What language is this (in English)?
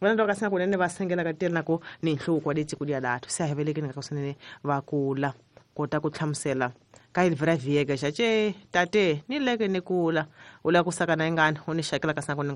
Tsonga